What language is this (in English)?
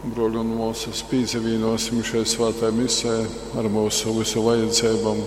Latgalian